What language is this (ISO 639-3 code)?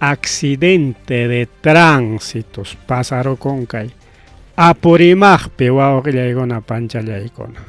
quy